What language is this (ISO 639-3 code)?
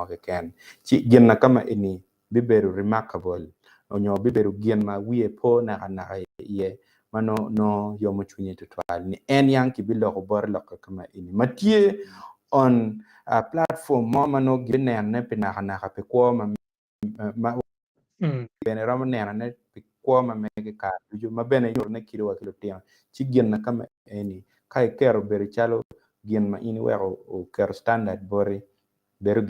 ach